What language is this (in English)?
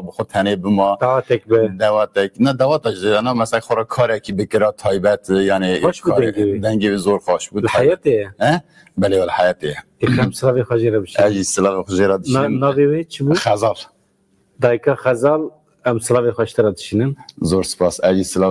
Kurdish